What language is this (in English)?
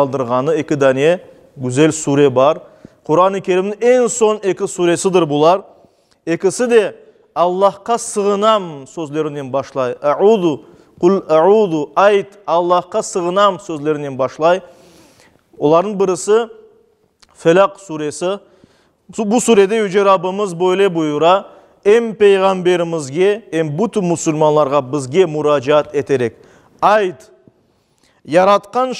Crimean Tatar